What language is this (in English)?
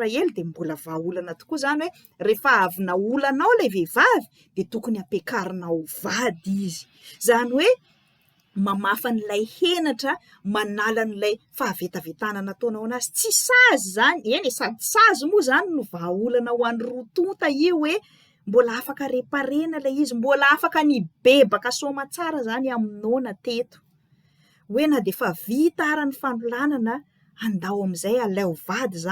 Malagasy